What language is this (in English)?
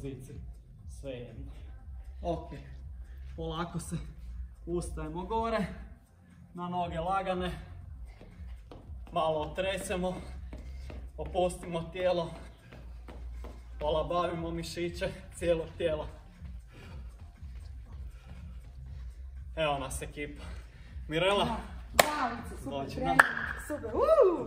Croatian